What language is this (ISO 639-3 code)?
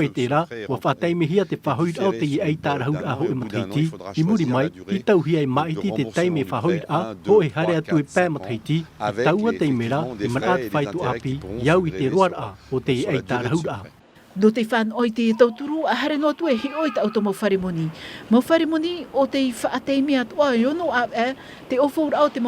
tah